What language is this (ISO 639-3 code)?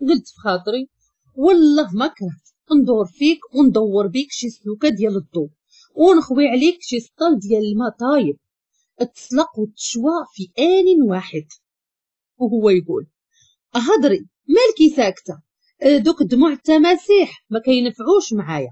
ary